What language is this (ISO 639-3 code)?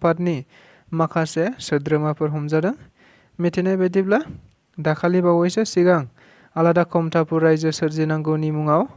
brx